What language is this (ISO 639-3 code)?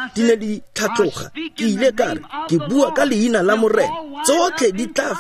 tsn